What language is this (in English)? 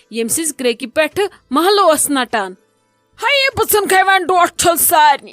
Kashmiri